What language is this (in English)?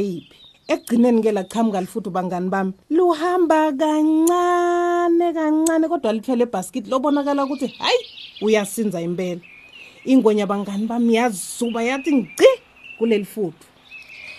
Swati